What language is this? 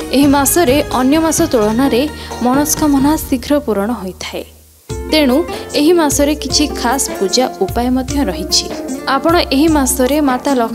Odia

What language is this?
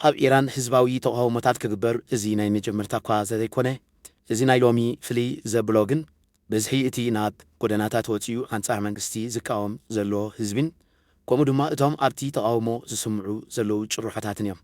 Tigrinya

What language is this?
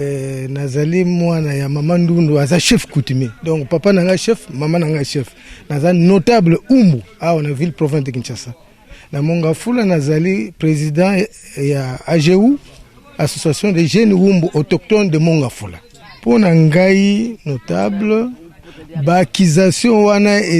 Lingala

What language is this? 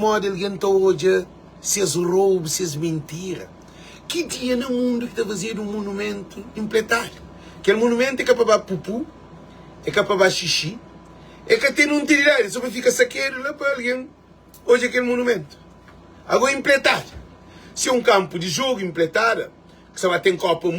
Kabuverdianu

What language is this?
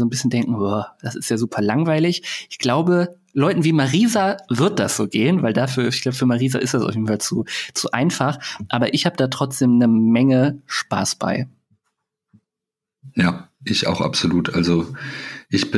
German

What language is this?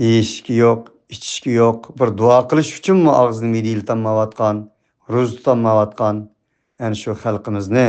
Uyghur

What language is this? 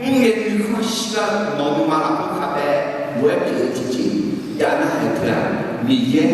Akha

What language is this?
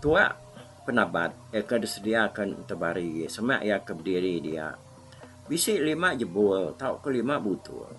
Iban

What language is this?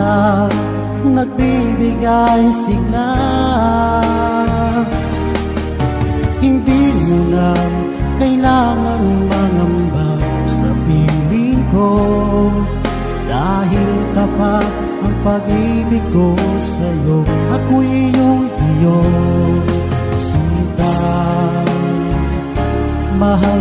Filipino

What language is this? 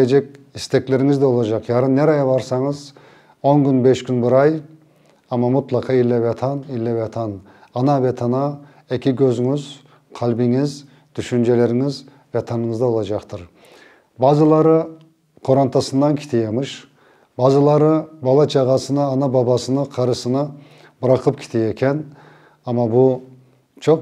Crimean Tatar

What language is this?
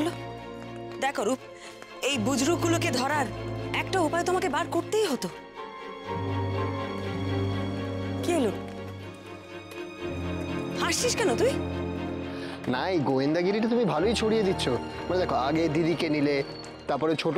Bangla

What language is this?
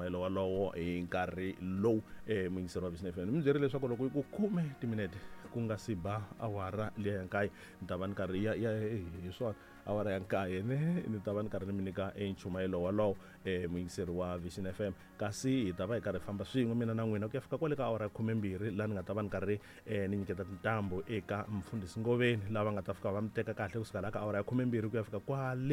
Tsonga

